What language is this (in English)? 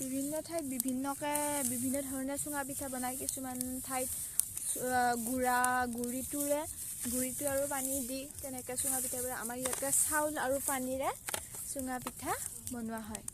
Assamese